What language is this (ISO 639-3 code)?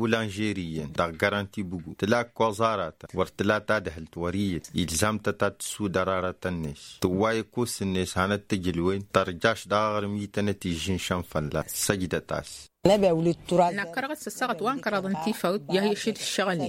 taq